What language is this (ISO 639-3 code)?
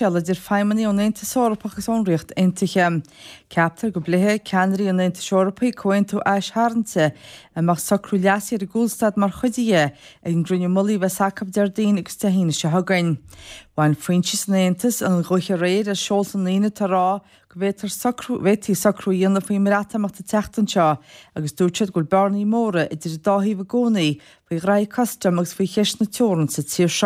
gle